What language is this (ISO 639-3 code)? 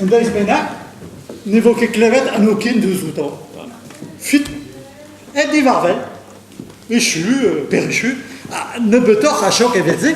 bre